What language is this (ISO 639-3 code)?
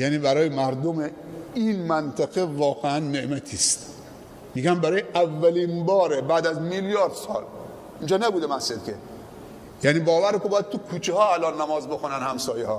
fas